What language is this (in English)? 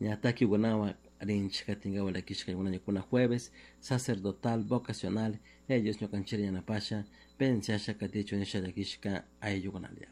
Chimborazo Highland Quichua